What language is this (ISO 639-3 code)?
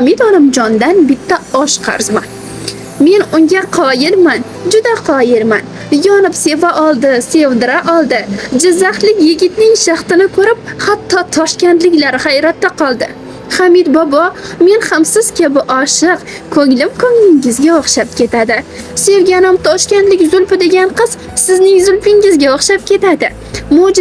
uzb